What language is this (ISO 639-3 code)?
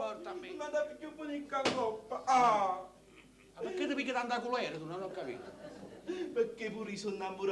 nap